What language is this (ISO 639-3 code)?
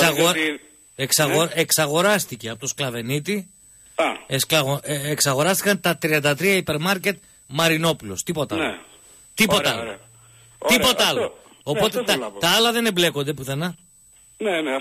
ell